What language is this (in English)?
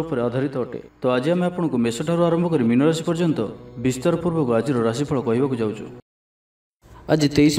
Odia